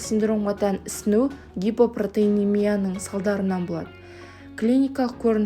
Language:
Kazakh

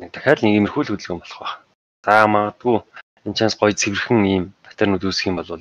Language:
Mongolian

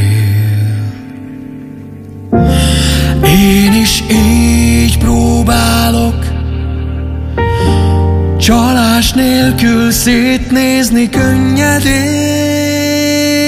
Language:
Hungarian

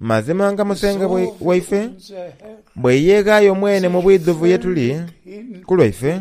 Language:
Soga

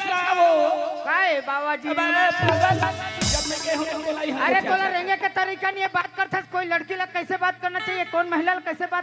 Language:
Chhattisgarhi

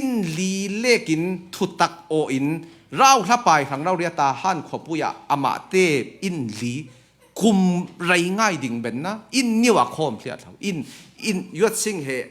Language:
Falam Chin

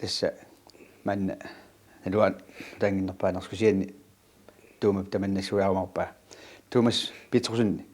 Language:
Kalaallisut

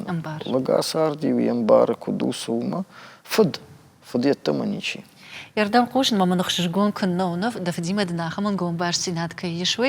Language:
Ossetic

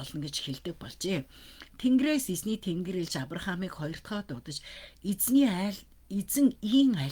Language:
Mongolian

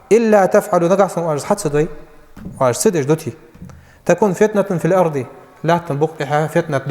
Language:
Ingush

